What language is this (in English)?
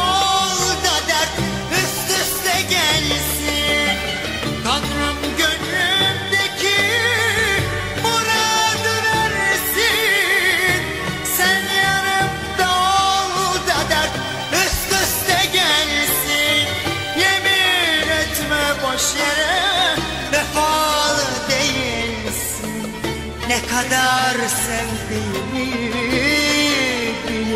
Turkish